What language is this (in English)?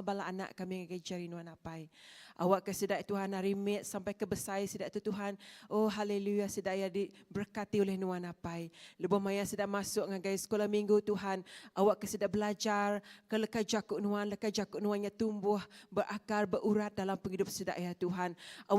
Iban